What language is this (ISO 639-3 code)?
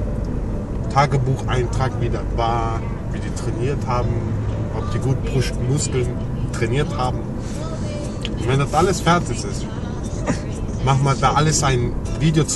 deu